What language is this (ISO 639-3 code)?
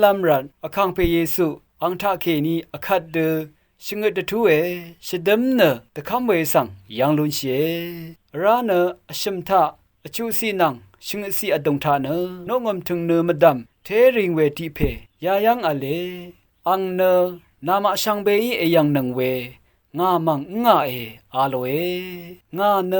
raw